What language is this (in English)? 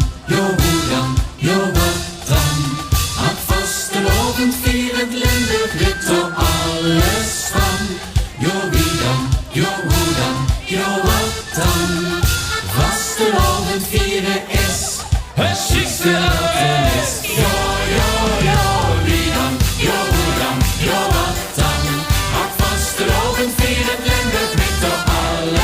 Limburgish